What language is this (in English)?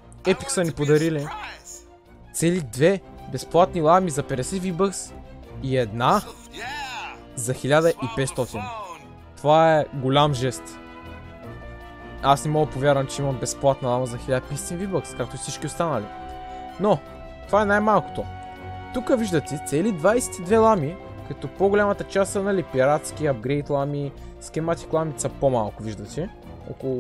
Bulgarian